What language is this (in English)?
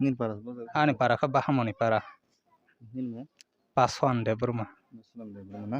Kok Borok